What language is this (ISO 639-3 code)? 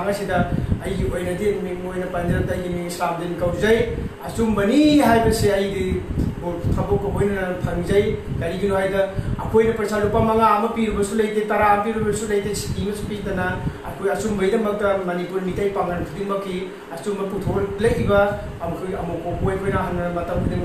mni